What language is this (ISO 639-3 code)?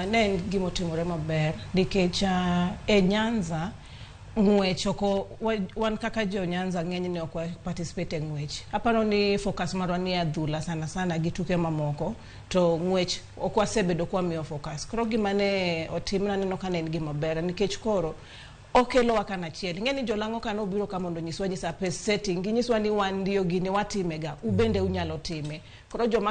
luo